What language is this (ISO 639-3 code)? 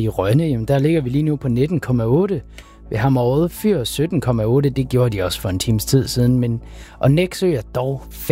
dan